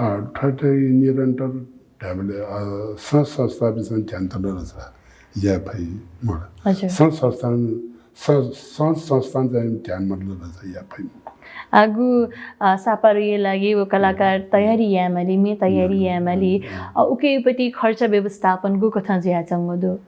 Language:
Newari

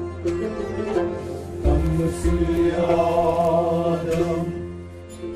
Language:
Kashmiri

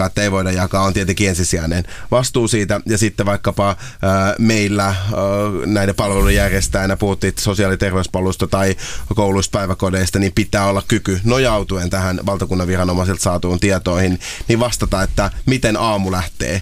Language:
Finnish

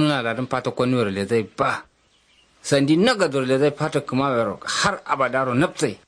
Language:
Kanuri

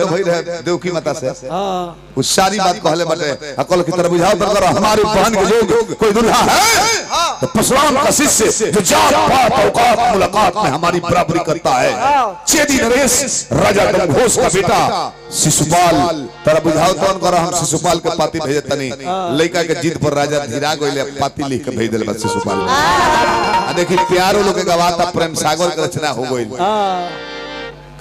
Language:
Bhojpuri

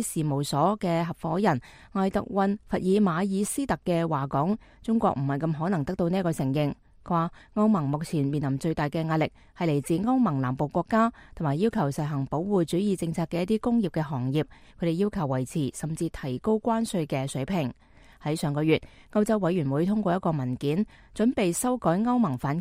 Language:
Cantonese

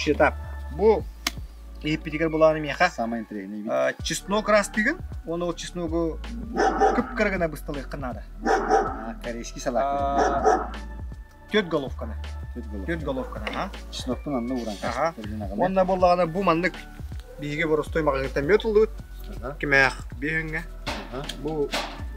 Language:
Yakut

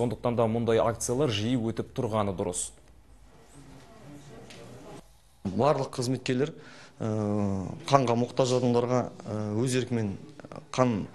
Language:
Kazakh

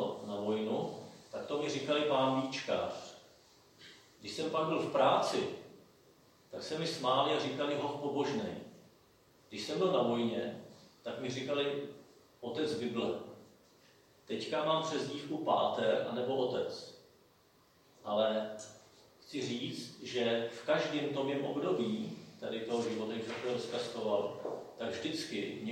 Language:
Czech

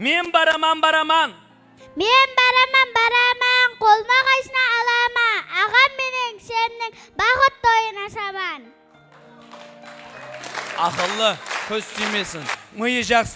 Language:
Kazakh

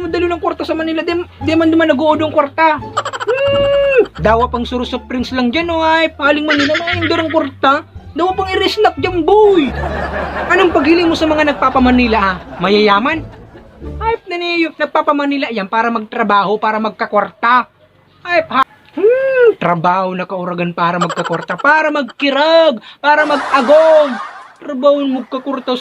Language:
Bikol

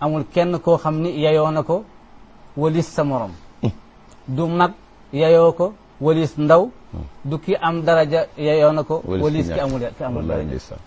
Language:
Wolof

